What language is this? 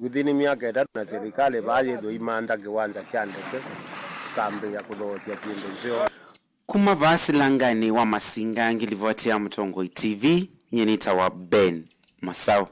Kamba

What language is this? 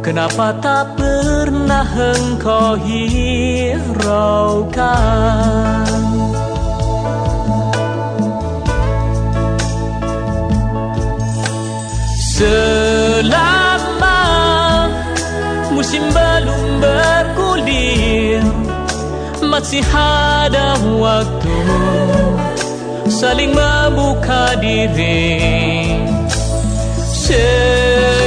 Indonesian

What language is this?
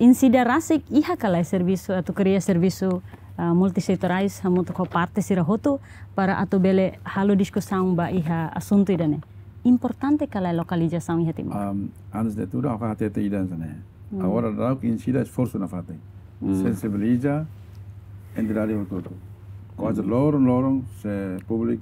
Tetum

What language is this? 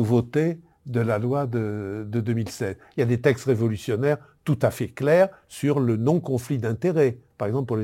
French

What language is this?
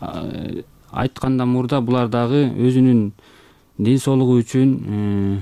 Kyrgyz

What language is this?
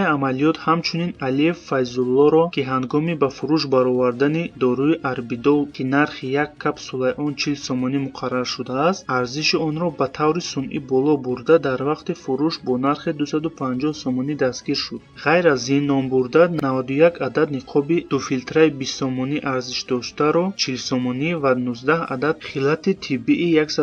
Tajik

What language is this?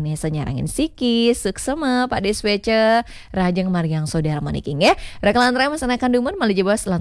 Balinese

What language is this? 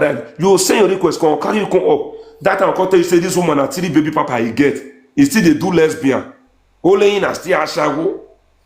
Nigerian Pidgin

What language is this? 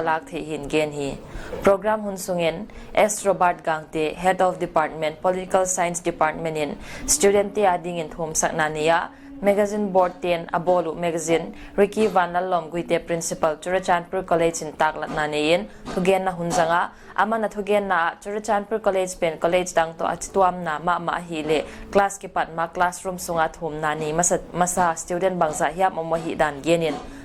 Paite Chin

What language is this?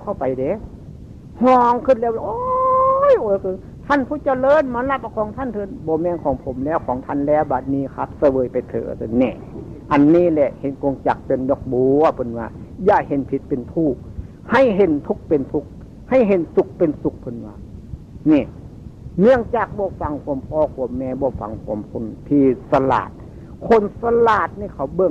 Northeastern Thai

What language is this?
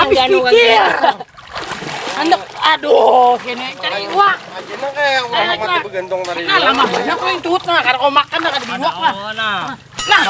Banjar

